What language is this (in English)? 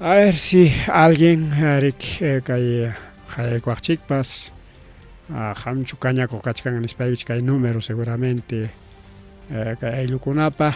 Ayacucho Quechua